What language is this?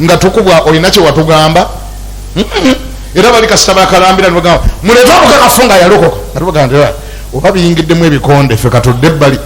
Ganda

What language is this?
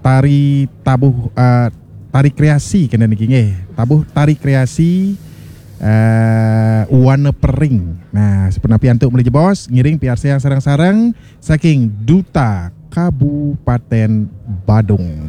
Balinese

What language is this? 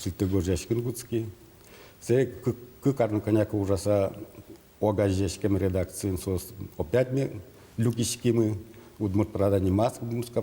Udmurt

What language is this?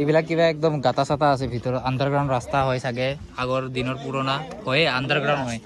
Assamese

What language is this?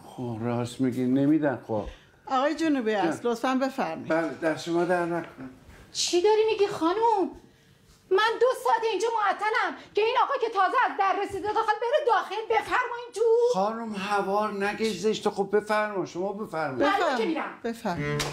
Persian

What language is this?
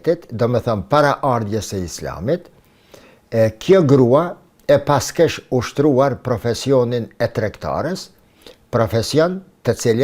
Albanian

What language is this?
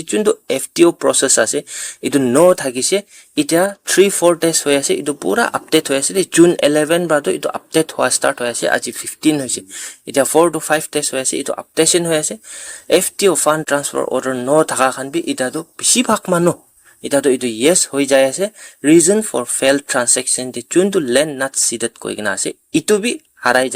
Naga Pidgin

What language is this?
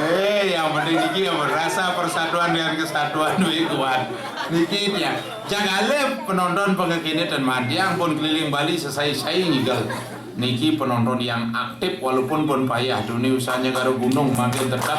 Balinese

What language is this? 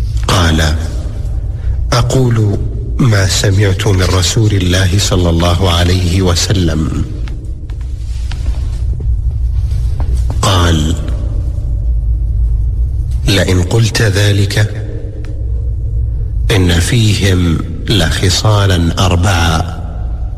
Arabic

